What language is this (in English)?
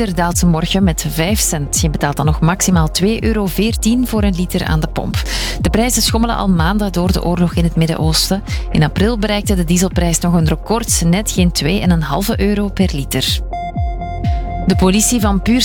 Dutch